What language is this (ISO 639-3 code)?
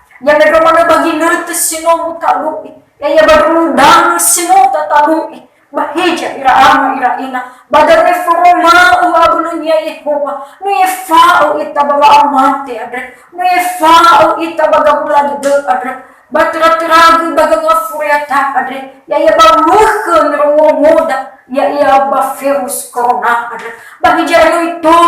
nia